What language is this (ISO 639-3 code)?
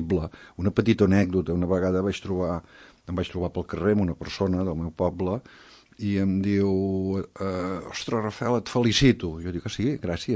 cat